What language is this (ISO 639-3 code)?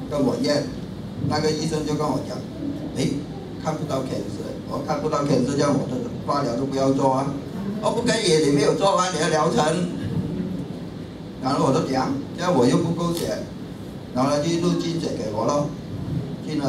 zho